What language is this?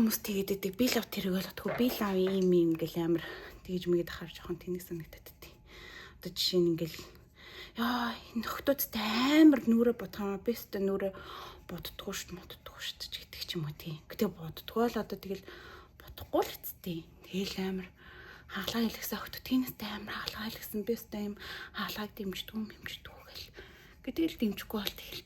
Mongolian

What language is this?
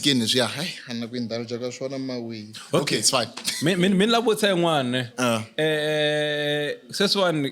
Tsonga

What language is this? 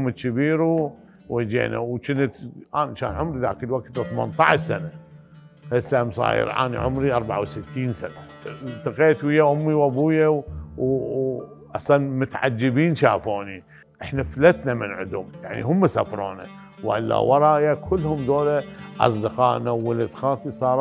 Mesopotamian Arabic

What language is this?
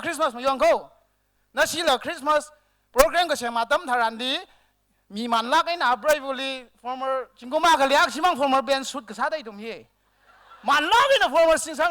Tangkhul Naga (India)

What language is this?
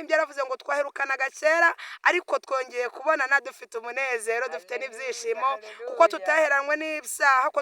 Kinyarwanda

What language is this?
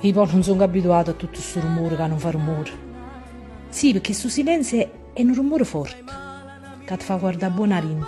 Neapolitan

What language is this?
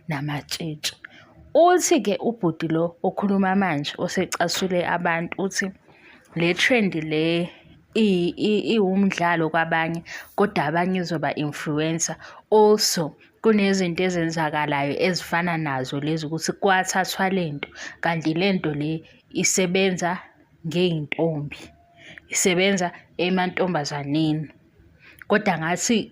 Zulu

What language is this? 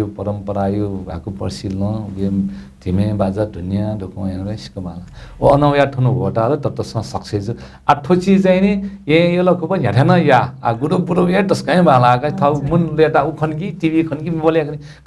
Newari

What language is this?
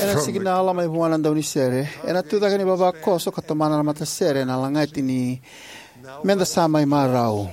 Fijian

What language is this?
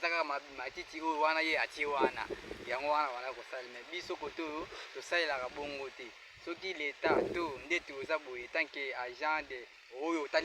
Lingala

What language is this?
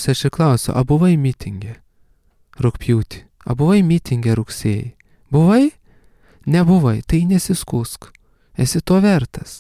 Lithuanian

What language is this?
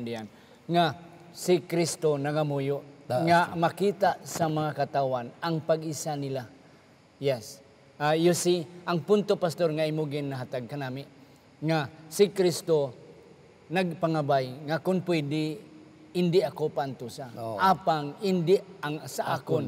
Hiligaynon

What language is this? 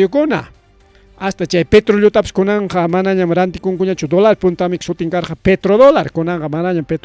Ayacucho Quechua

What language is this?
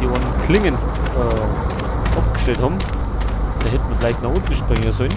Bavarian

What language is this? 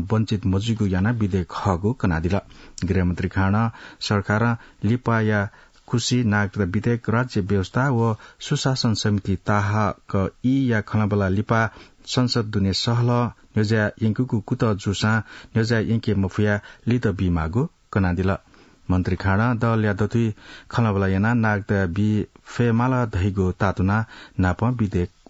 Newari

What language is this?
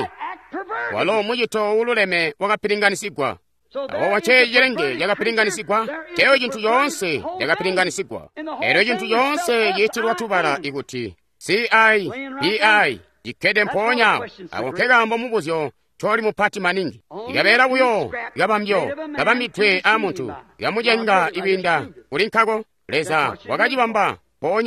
Tonga (Zambia)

